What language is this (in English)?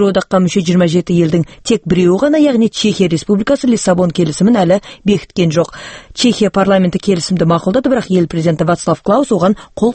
Kazakh